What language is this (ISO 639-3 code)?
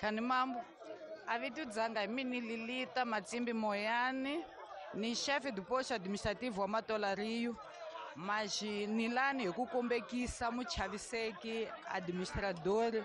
tso